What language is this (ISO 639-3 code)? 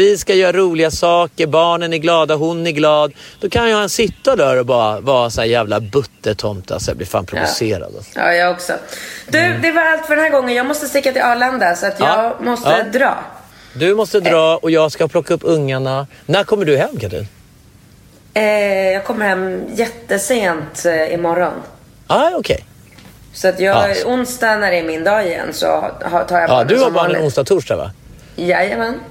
swe